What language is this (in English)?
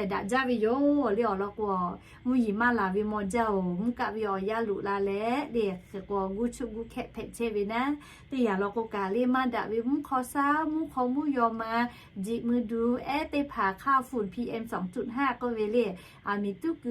Lahu